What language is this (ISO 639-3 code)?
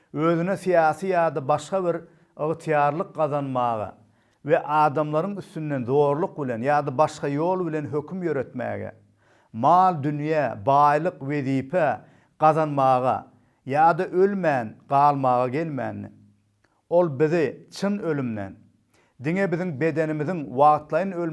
tuk